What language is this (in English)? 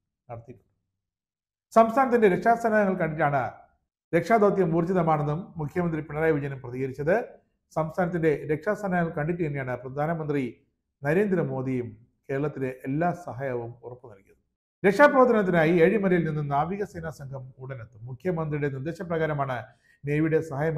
Malayalam